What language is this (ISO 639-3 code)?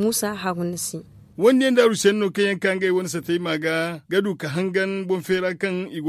dje